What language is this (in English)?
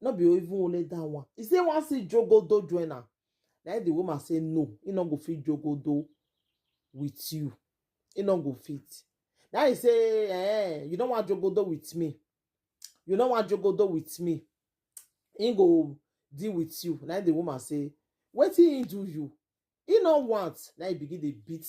Nigerian Pidgin